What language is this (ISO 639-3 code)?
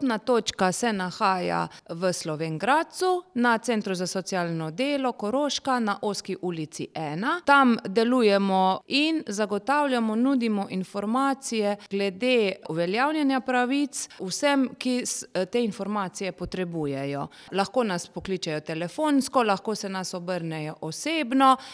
slv